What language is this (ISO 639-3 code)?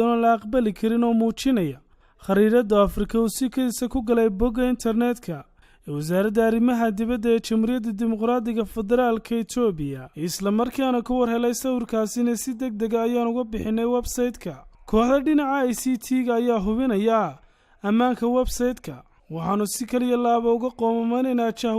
som